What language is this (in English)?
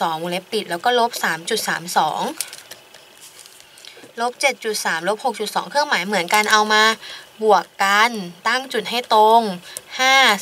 Thai